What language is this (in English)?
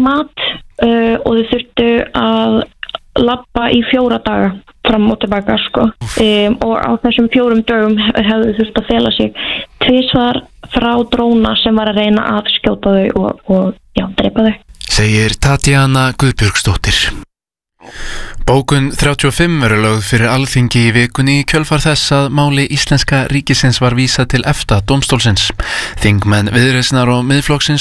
Icelandic